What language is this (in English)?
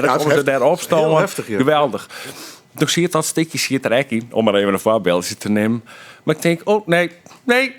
Western Frisian